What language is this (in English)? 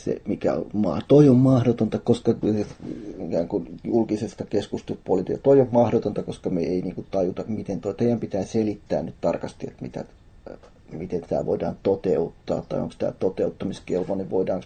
Finnish